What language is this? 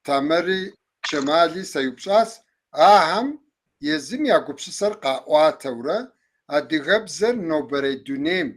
Kabardian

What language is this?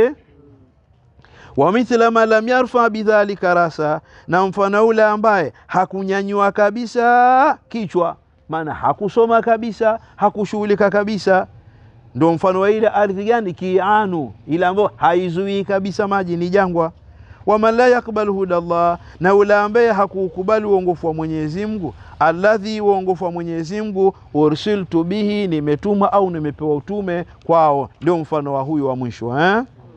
Swahili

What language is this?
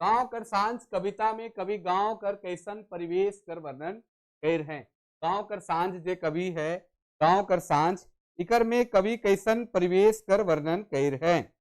Sadri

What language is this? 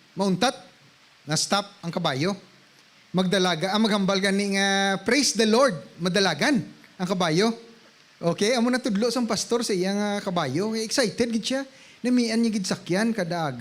Hiligaynon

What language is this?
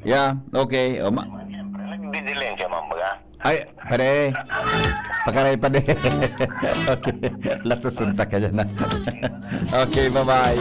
Bikol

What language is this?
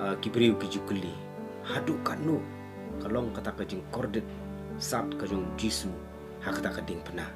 Khasi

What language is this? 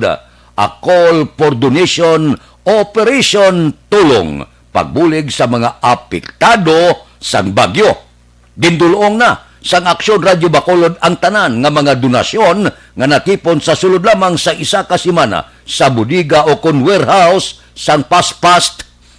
Hiligaynon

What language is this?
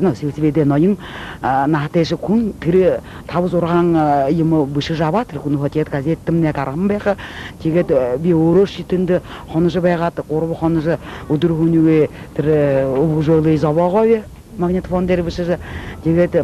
Buriat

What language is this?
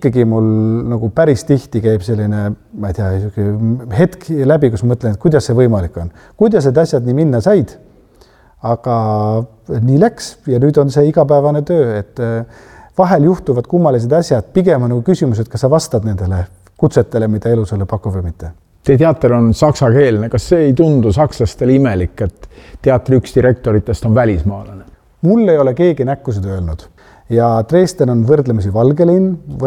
Estonian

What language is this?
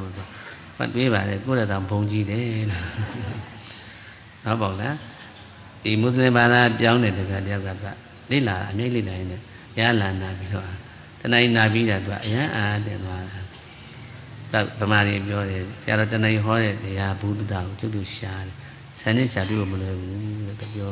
Burmese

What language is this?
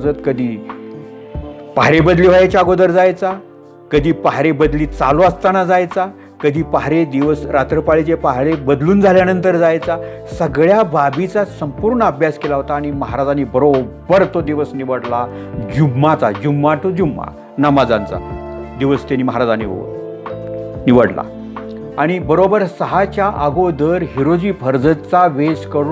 Marathi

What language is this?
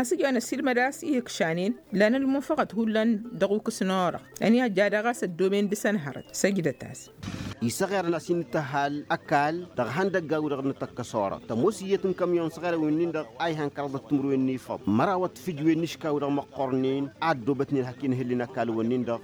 Tamasheq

